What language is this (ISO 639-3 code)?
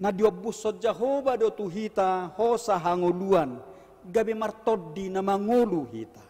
bbc